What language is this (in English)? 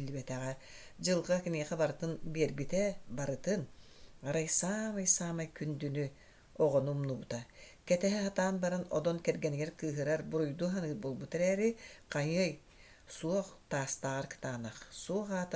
Yakut